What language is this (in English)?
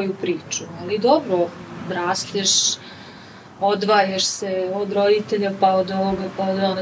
Serbian